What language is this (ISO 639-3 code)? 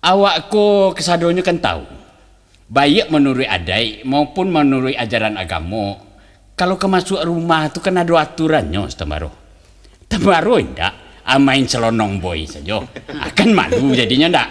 min